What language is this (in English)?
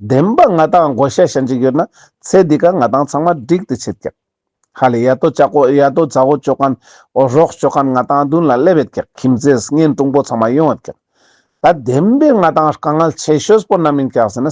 Ladakhi